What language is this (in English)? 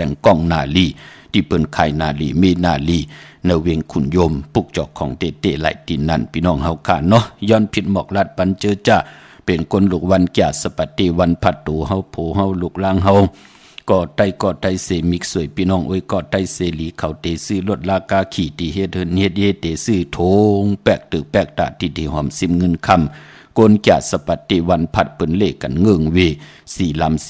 Shan